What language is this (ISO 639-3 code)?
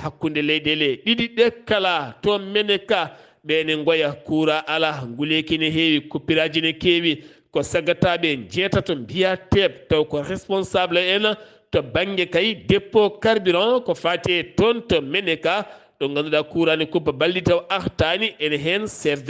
ful